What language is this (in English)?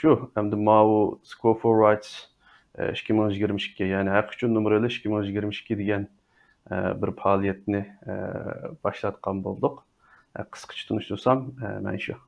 Uyghur